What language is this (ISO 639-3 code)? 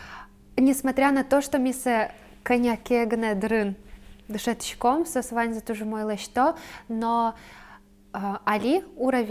udm